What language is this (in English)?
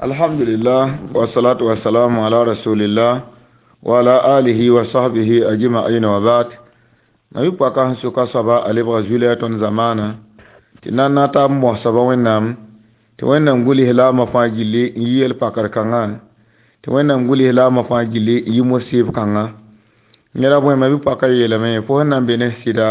Mossi